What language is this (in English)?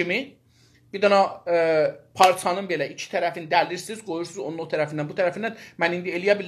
South Azerbaijani